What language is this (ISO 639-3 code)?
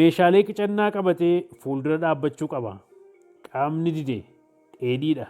orm